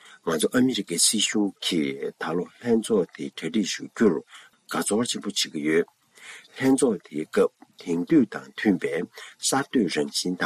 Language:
Tibetan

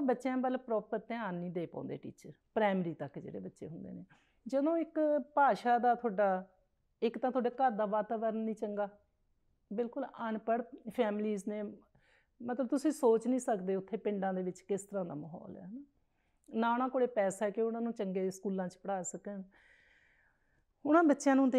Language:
Punjabi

